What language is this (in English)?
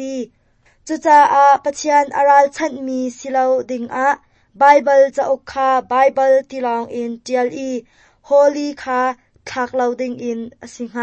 Hakha Chin